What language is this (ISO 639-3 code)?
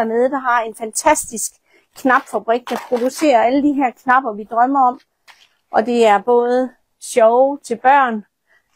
dan